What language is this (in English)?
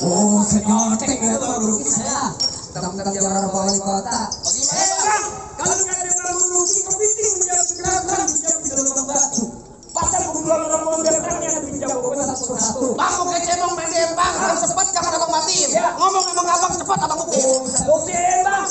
Betawi